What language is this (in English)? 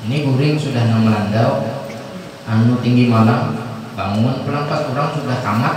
Banjar